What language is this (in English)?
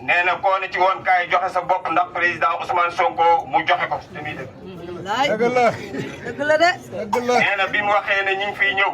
Wolof